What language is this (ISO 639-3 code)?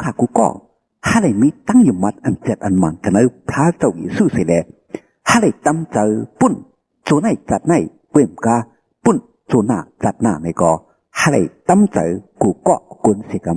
shn